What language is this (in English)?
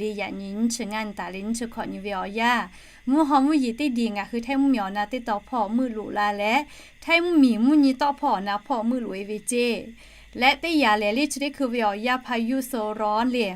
Lahu